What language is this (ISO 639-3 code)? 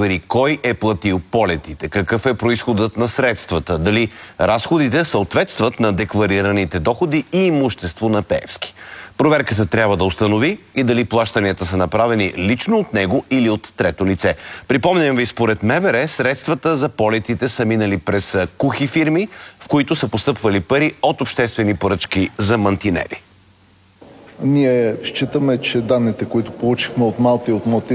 bul